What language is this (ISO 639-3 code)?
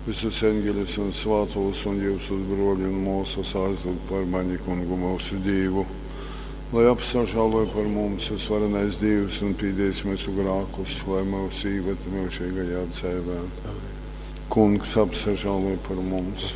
ltg